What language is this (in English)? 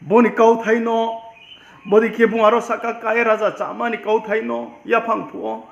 Riang (India)